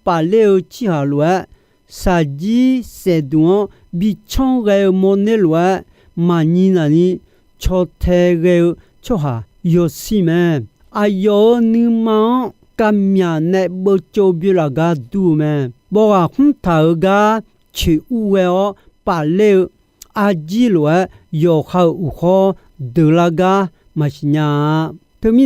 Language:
Akha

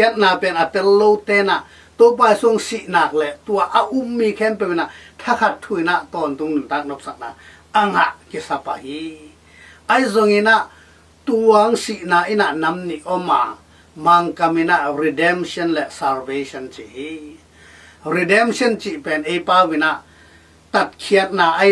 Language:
Tedim Chin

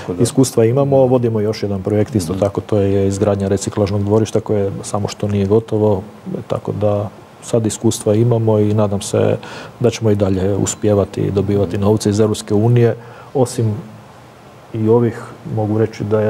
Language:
Croatian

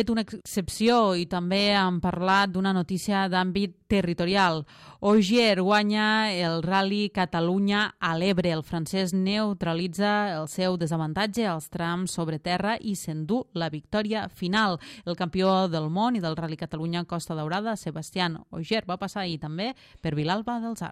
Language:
Catalan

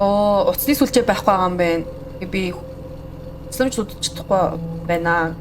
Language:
Mongolian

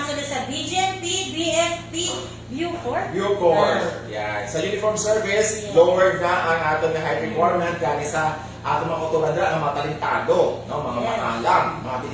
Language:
Hiligaynon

